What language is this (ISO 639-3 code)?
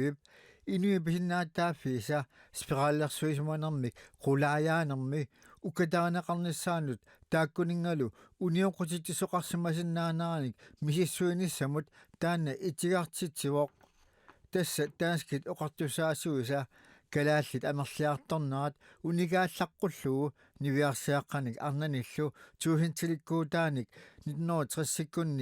kal